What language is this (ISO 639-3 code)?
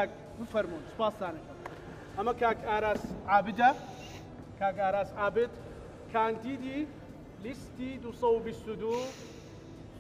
ckb